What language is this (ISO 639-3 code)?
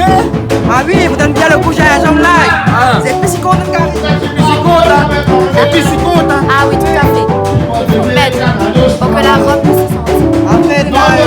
rcf